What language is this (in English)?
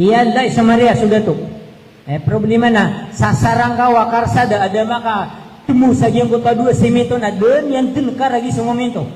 Maranao